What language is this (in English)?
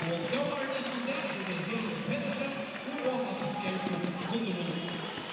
Faroese